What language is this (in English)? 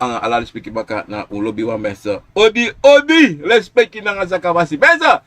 Sranan Tongo